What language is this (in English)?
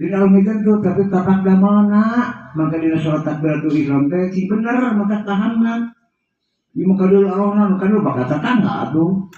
Sundanese